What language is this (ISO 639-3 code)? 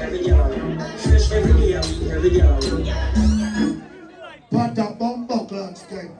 jam